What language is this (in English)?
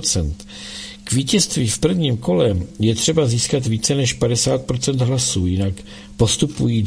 Czech